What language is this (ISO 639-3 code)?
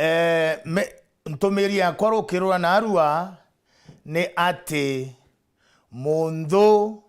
mer